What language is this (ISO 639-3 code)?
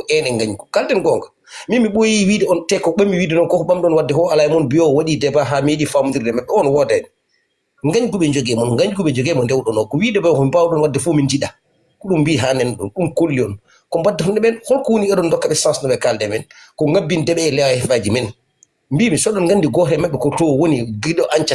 ful